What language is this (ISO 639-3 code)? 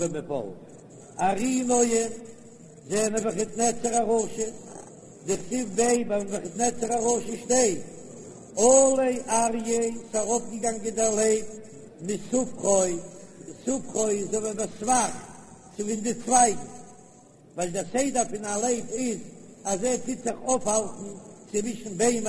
yid